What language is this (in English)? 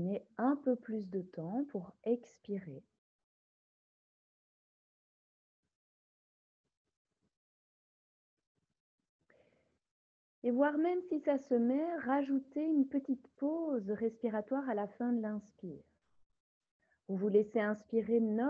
French